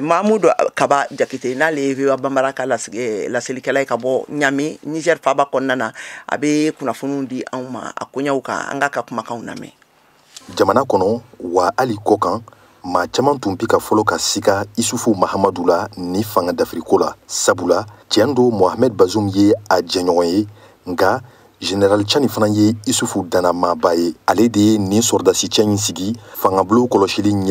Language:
Bambara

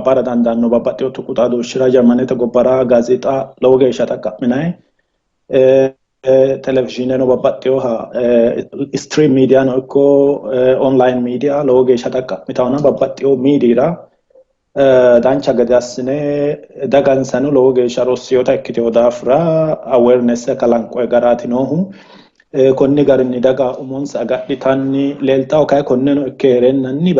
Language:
Sidamo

